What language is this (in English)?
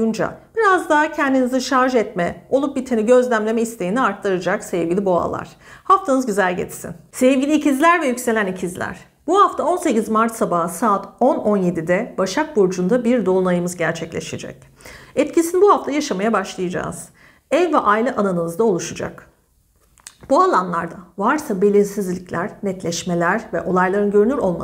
Turkish